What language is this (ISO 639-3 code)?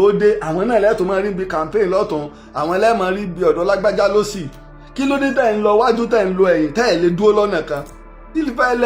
yor